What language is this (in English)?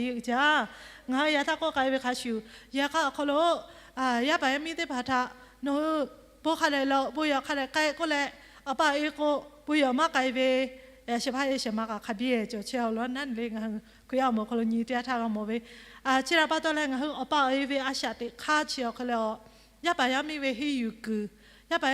Lahu